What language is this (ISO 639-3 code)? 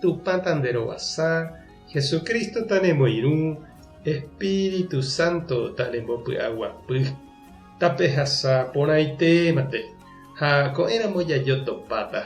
grn